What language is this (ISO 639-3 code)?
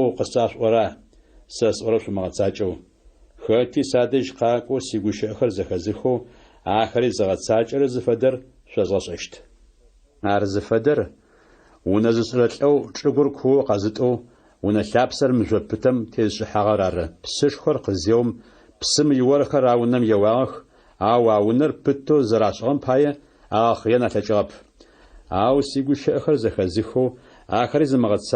ady